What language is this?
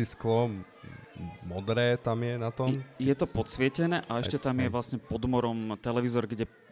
Slovak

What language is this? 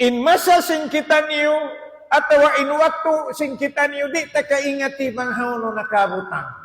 Tausug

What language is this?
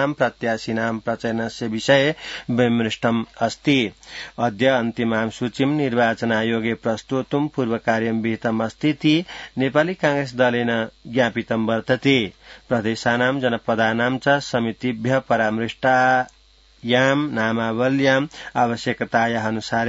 Sanskrit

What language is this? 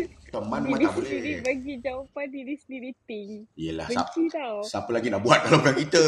Malay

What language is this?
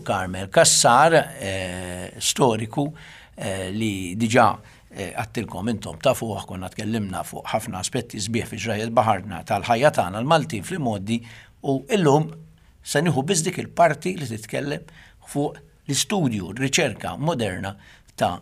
Maltese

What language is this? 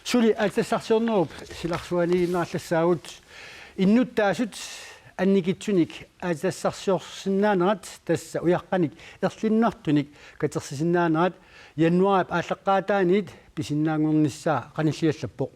Kalaallisut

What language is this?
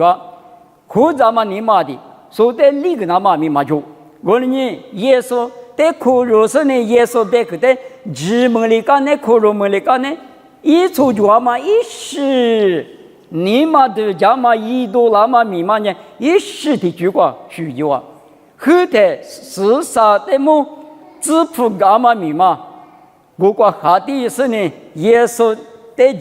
Lisu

